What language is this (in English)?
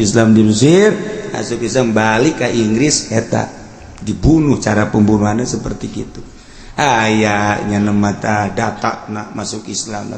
Sundanese